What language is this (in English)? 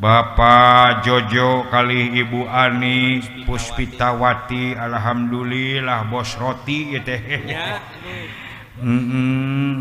Sundanese